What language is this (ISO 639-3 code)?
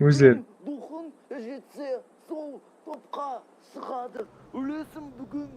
kaa